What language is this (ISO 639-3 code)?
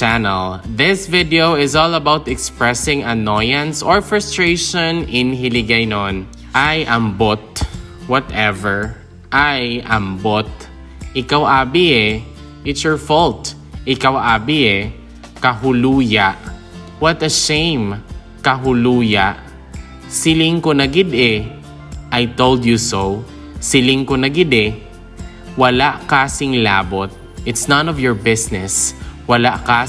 hil